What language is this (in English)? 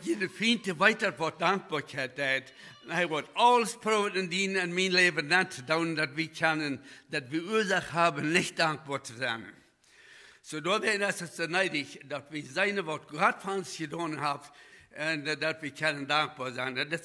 Plautdietsch